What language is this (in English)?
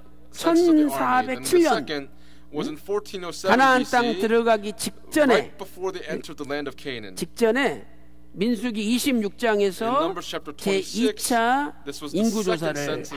Korean